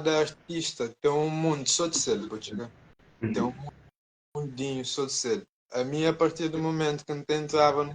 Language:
Kabuverdianu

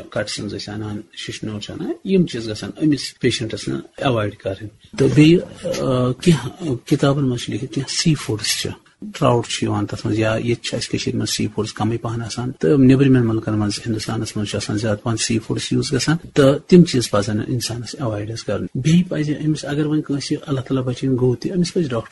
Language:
Kashmiri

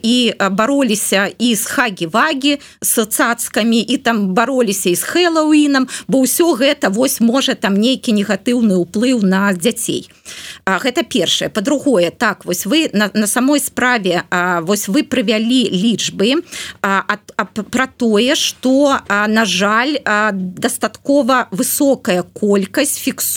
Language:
Belarusian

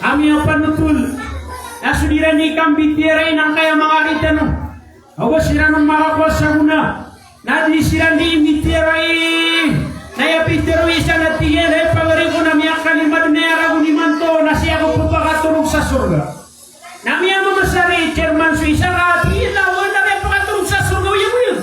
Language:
Maranao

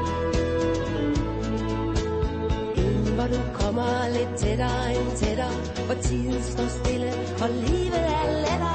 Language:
Danish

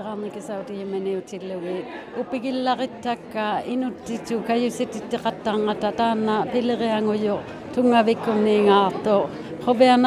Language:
Inuktitut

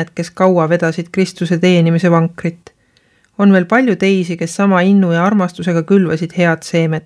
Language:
Estonian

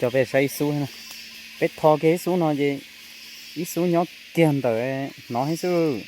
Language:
Hmong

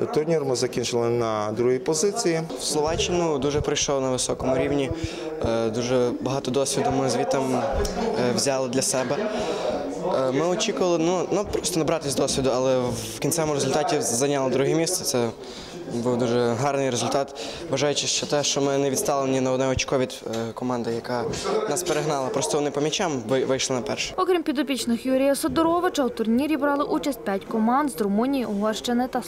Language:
Ukrainian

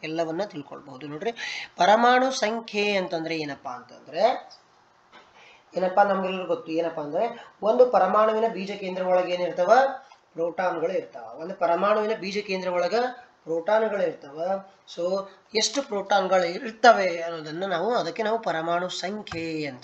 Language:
Kannada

